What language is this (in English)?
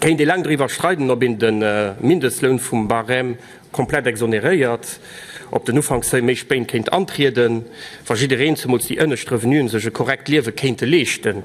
Luxembourgish